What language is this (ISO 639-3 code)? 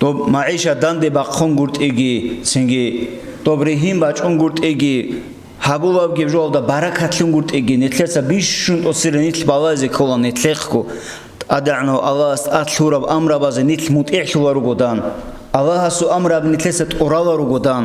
ava